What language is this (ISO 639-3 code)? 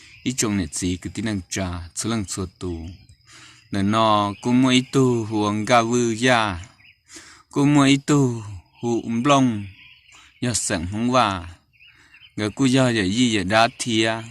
hmn